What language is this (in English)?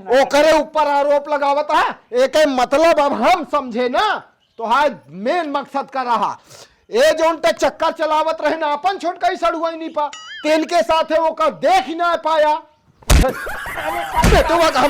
Awadhi